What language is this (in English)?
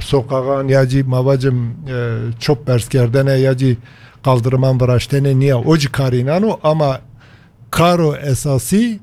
Kurdish